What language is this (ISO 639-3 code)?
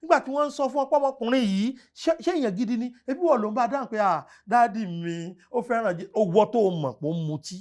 yor